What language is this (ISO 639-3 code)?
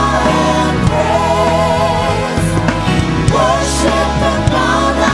smo